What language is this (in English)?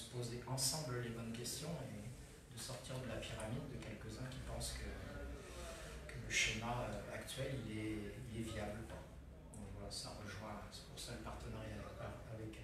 French